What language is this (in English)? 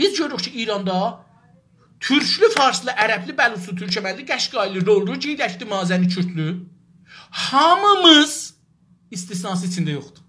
South Azerbaijani